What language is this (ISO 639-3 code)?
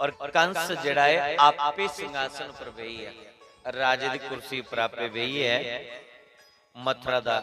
doi